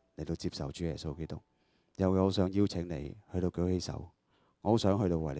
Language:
Cantonese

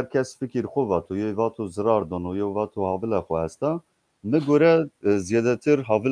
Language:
Zaza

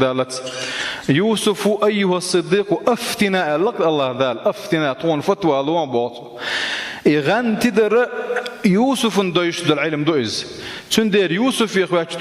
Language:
Chechen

